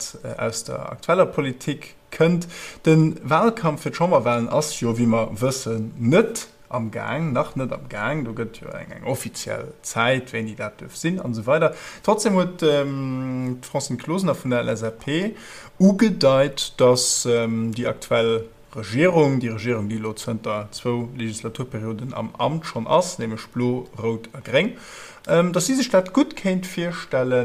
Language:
Luxembourgish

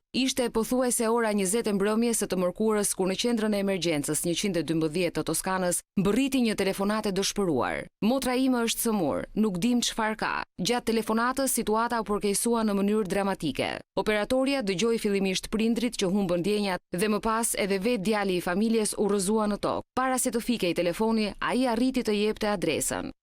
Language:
Albanian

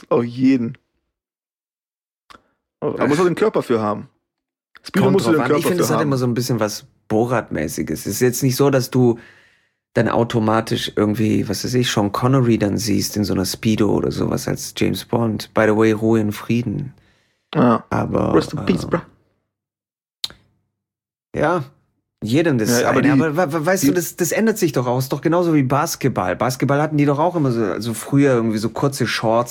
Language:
German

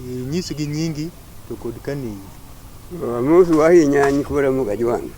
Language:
Luo (Kenya and Tanzania)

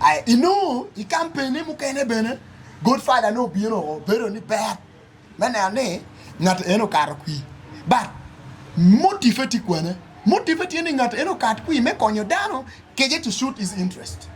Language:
Acoli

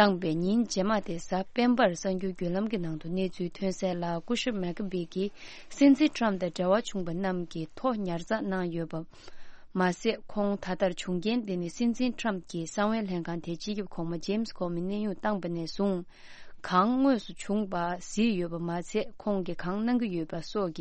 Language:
Tibetan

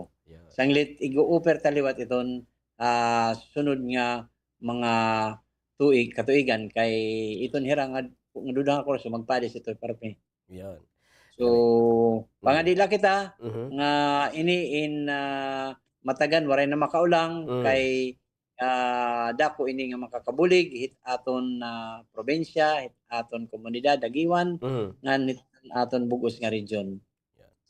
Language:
Waray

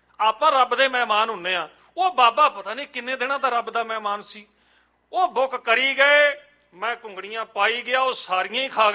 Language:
Punjabi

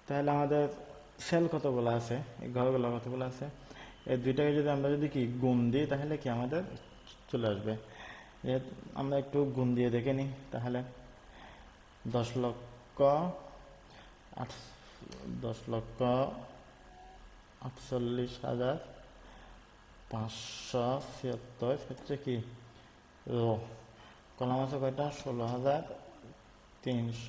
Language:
Bangla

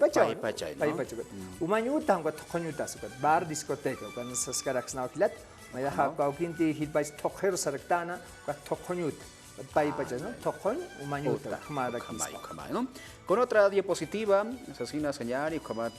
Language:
Aymara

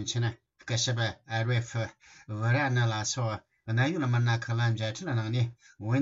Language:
Tibetan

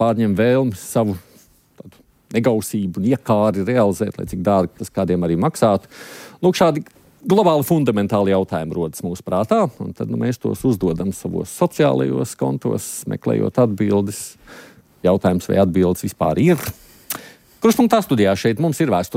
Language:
Latvian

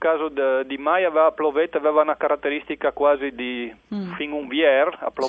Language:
Friulian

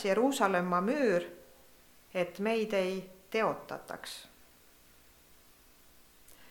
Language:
Estonian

